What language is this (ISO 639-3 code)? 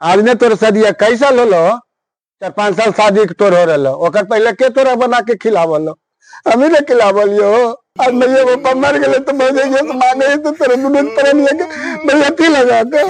mag